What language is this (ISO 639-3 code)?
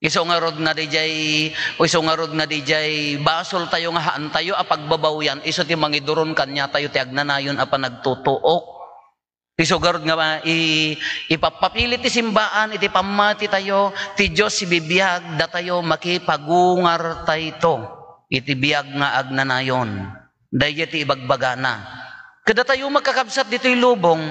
ilo